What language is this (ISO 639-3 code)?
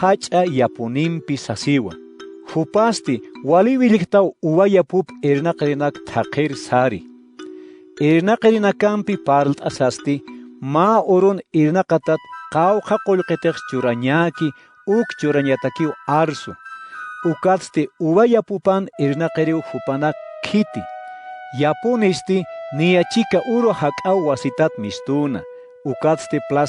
aym